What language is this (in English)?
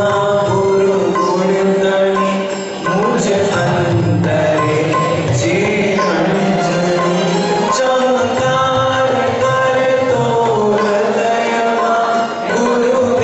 Gujarati